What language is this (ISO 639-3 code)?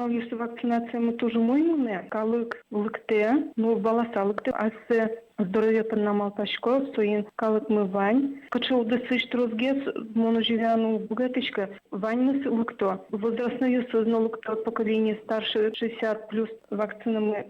udm